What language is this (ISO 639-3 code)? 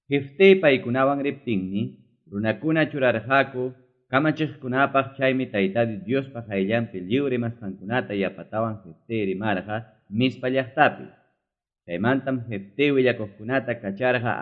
quy